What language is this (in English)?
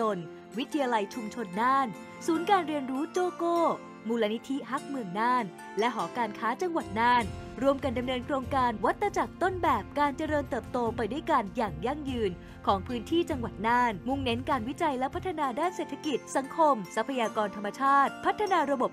Thai